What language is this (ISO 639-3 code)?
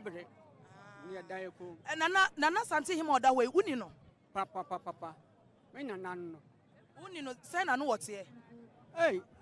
aka